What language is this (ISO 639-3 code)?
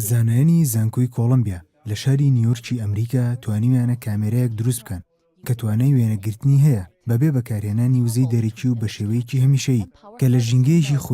ckb